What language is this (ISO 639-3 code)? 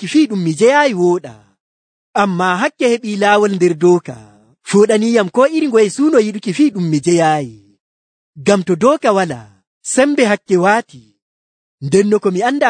fuv